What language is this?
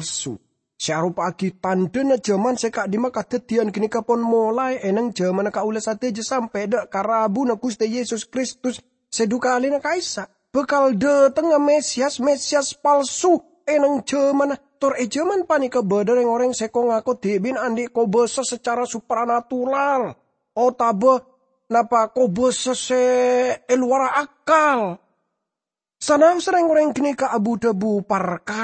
Madurese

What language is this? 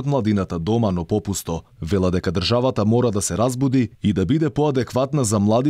Macedonian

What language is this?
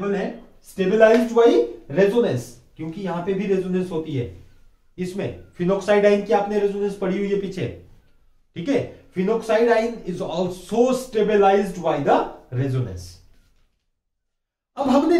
Hindi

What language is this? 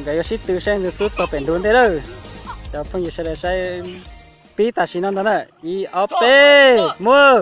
Hmong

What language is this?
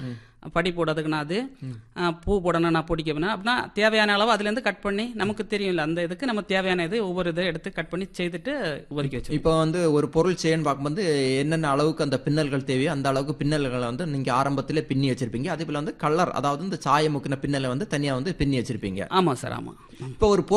Tamil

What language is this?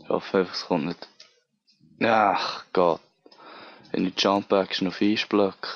Swiss German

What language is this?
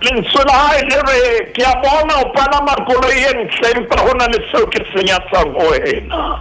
Southern Sotho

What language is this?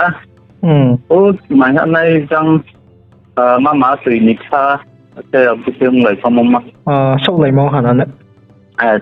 Riang (India)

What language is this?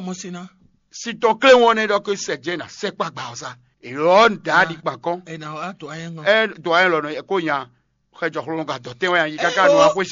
Fon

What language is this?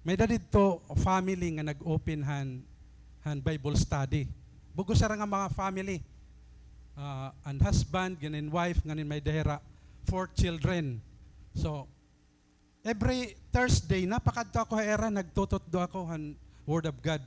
Waray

